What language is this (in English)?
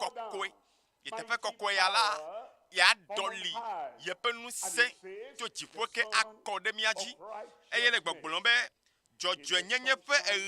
Ewe